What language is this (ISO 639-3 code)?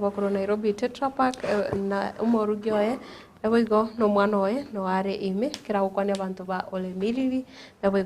guz